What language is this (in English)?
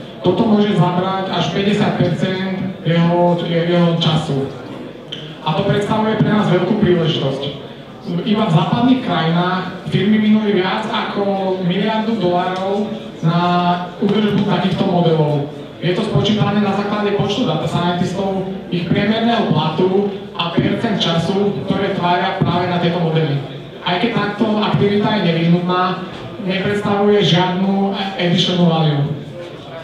Slovak